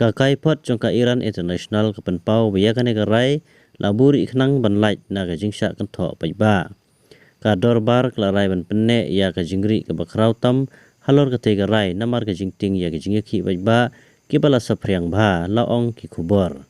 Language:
Khasi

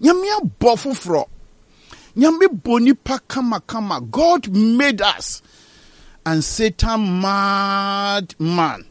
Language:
Akan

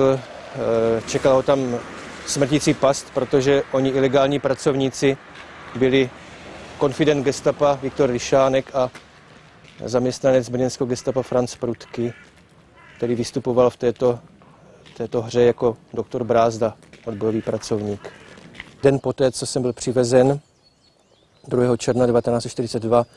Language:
Czech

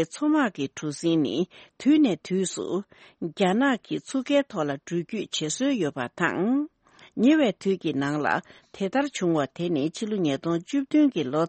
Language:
Tibetan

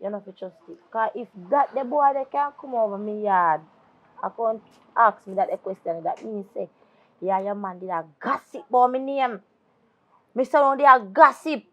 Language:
Jamaican Creole English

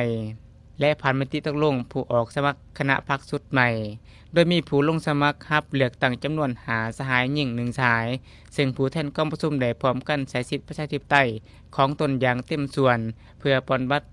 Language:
Lao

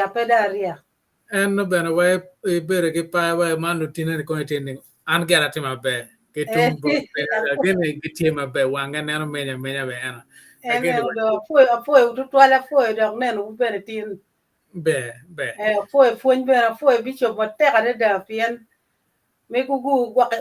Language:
Acoli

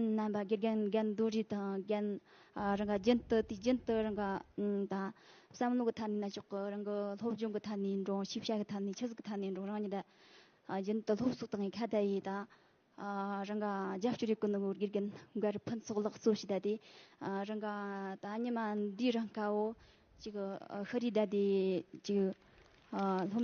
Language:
Tibetan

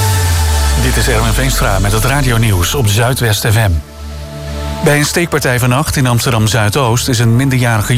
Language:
Dutch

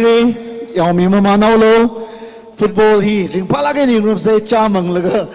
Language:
Tangkhul Naga (India)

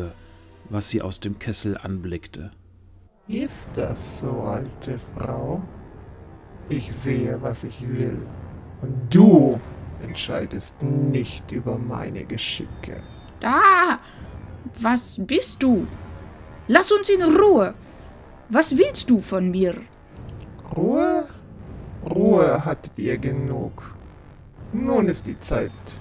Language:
German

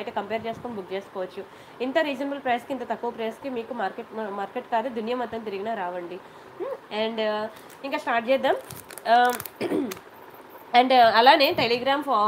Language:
Telugu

